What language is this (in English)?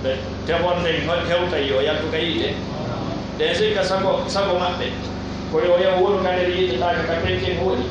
Pular